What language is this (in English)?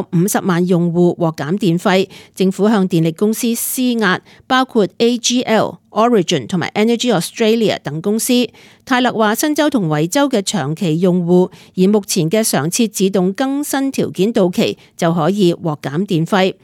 Cantonese